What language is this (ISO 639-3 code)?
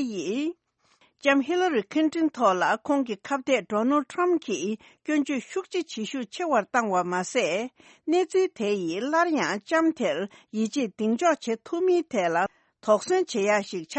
bod